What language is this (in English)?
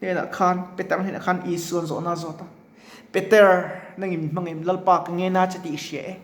Mizo